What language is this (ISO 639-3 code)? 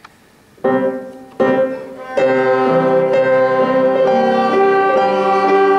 fas